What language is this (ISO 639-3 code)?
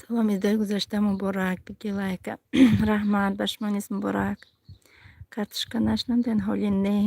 tgk